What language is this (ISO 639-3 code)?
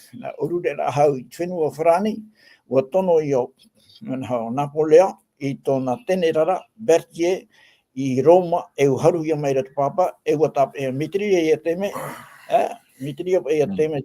tah